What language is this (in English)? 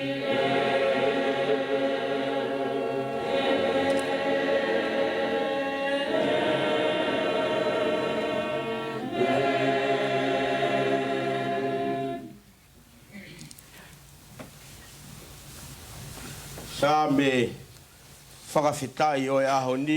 Tongan